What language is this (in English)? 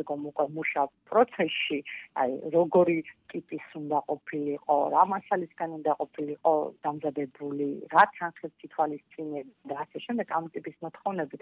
Georgian